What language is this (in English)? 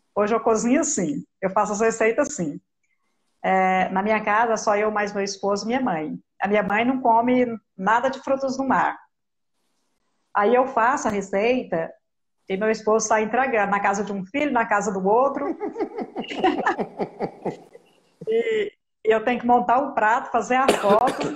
Portuguese